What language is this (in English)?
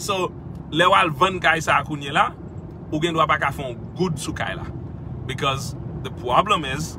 Haitian Creole